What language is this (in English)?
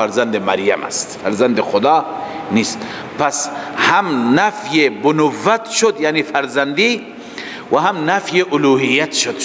Persian